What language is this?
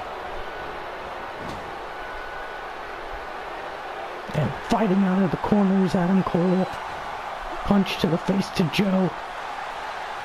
English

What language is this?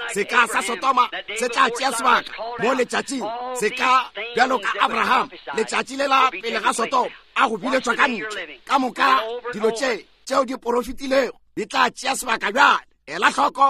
Northern Sotho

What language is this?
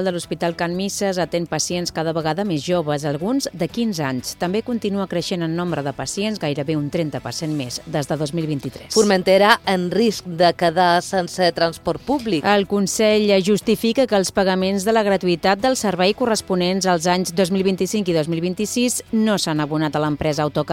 Catalan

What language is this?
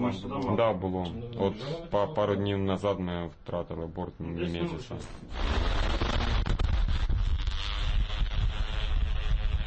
Ukrainian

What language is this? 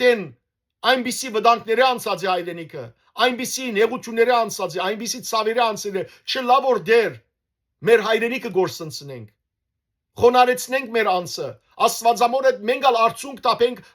Western Armenian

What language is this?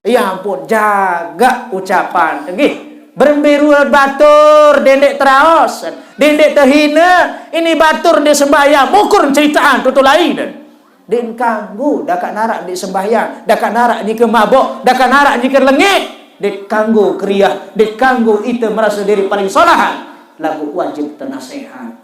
Sasak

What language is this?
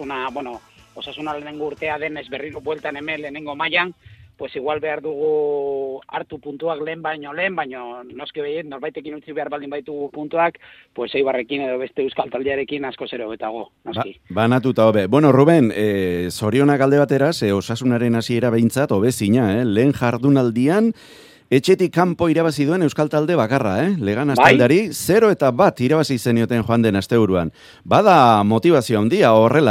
Basque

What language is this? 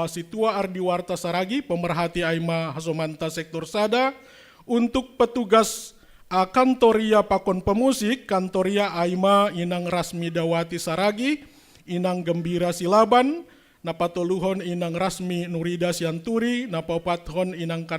Batak Simalungun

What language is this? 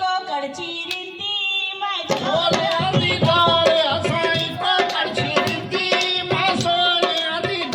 Dogri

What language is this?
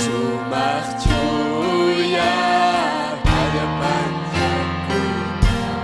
Ayacucho Quechua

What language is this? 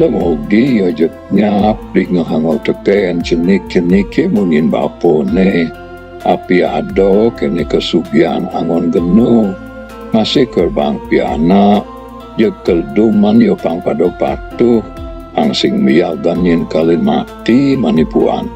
Balinese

